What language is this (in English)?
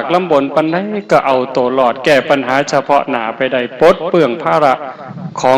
Northeastern Thai